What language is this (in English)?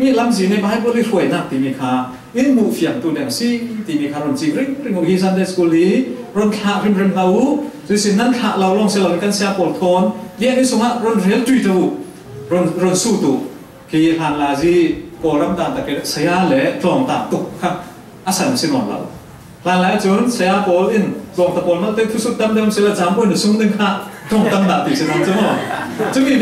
Falam Chin